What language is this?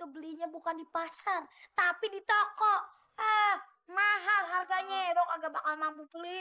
Betawi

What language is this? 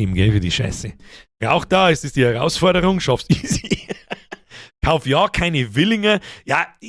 Bavarian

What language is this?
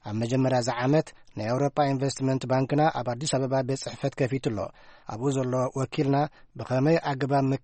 Tigrinya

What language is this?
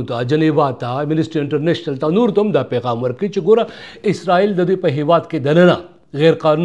Pashto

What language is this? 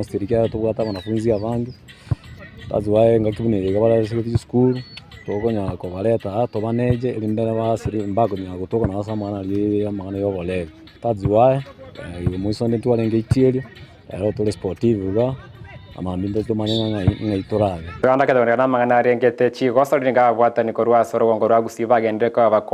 Gusii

